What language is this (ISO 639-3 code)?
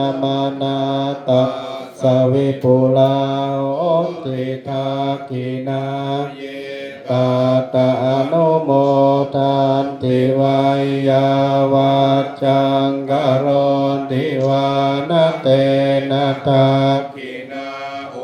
pli